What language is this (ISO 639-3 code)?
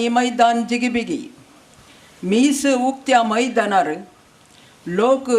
kok